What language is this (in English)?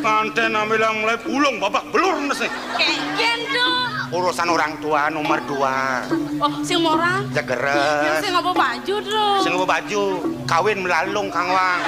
Balinese